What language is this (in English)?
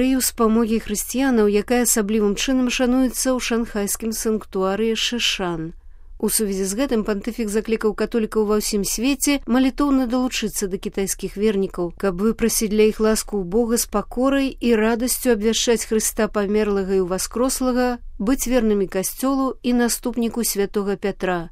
Belarusian